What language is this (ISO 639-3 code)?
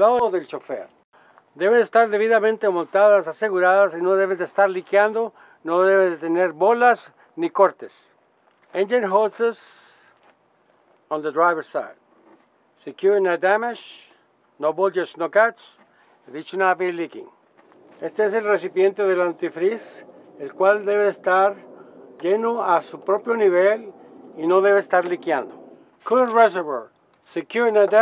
spa